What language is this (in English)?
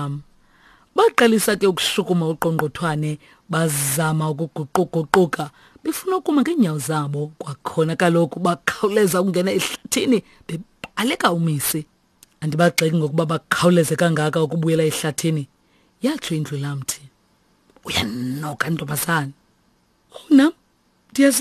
Xhosa